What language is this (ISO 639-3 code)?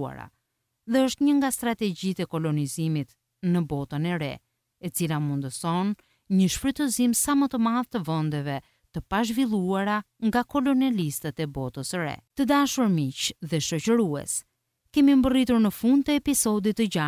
sqi